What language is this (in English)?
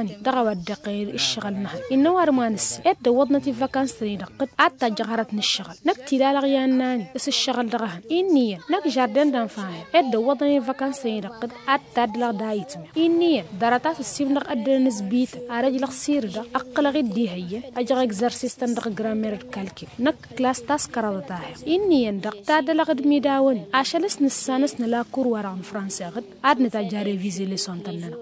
Tamasheq